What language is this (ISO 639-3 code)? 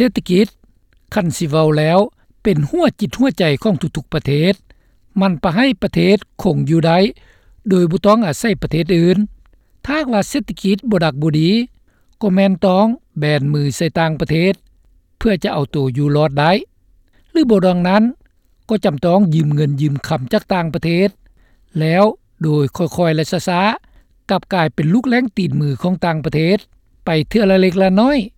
lao